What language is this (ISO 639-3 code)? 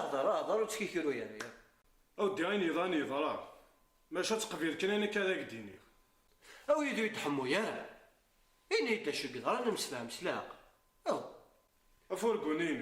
kab